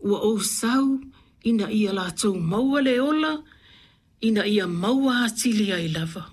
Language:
Samoan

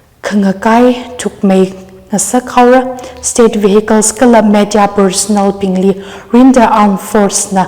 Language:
Tangkhul Naga (India)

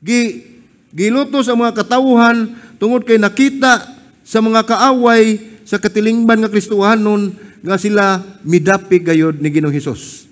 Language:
Cebuano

